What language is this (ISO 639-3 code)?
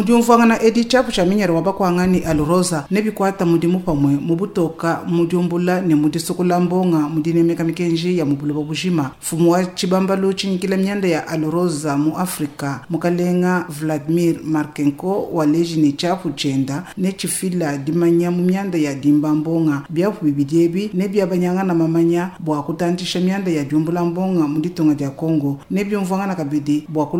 lua